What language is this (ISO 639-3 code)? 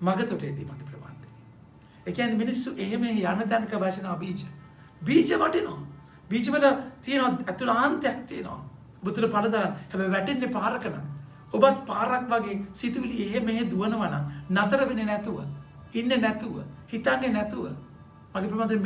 sin